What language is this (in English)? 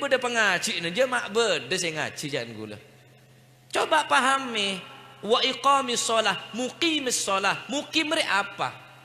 Madurese